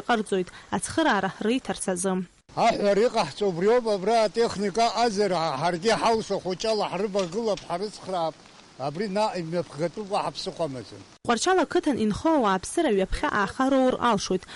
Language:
Abkhazian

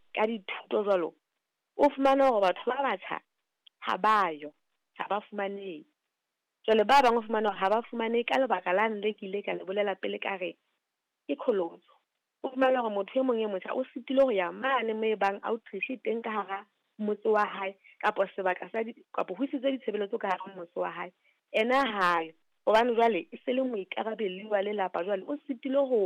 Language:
Southern Sotho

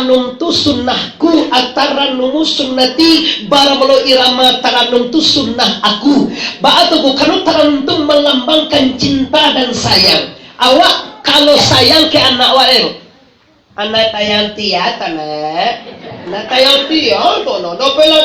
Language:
Minangkabau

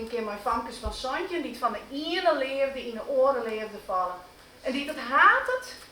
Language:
Western Frisian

